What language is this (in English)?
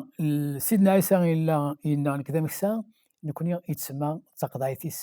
Kabyle